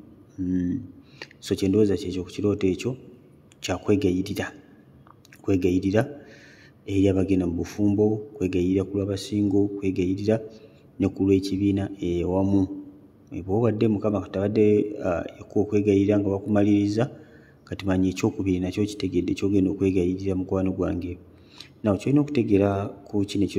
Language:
Ganda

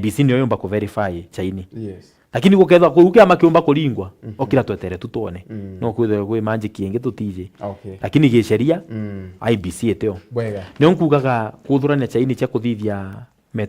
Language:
Meru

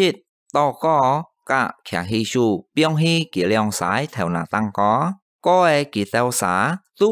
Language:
Hakka Chinese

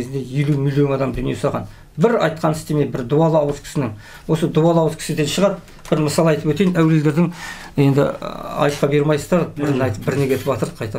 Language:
Kazakh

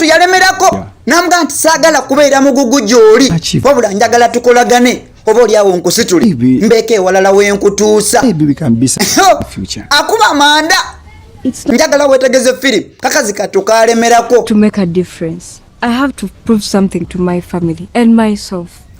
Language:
Ganda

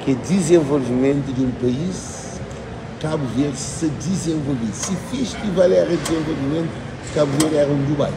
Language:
Kabuverdianu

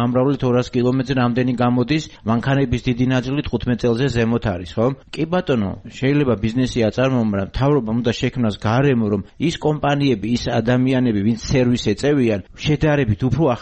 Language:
Georgian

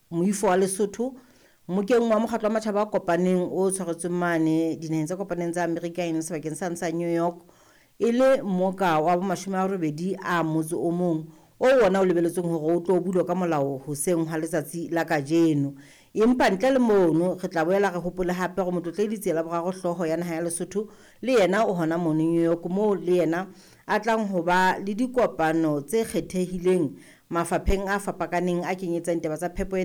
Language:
Southern Sotho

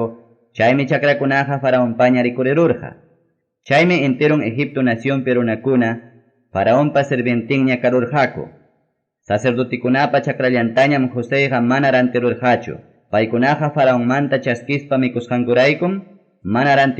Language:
Ayacucho Quechua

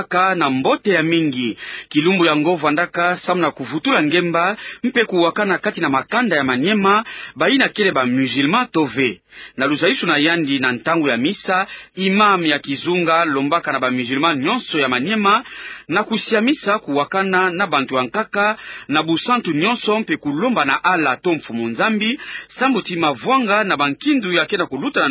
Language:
Kituba (Democratic Republic of Congo)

